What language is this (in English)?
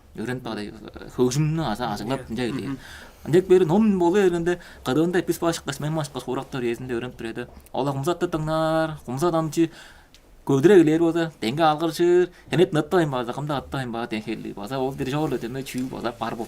Tuvinian